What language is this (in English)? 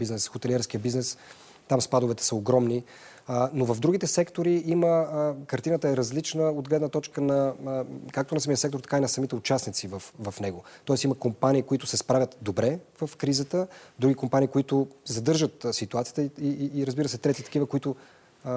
Bulgarian